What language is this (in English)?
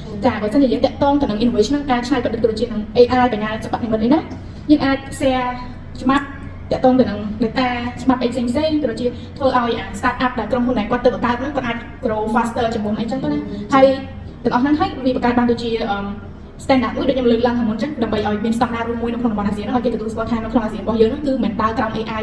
Khmer